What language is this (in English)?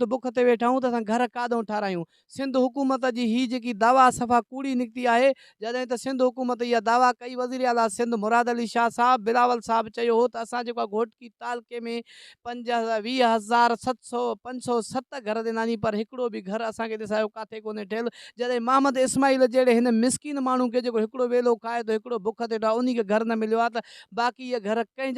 Sindhi